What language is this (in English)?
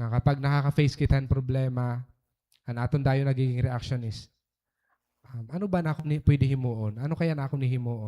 Waray